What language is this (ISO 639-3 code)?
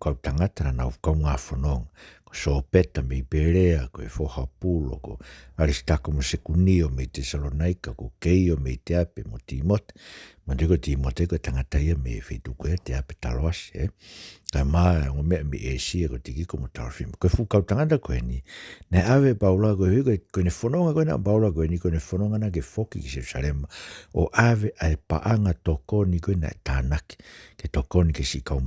ton